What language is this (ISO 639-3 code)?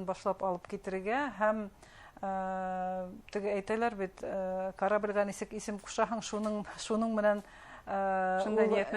bak